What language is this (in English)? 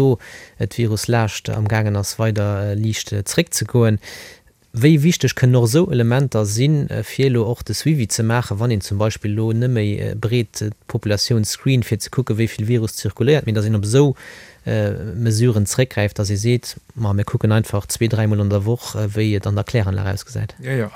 Luxembourgish